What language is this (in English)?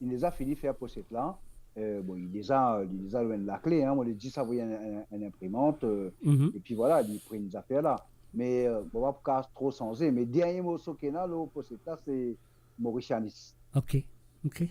Morisyen